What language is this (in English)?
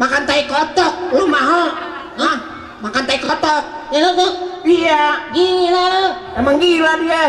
Betawi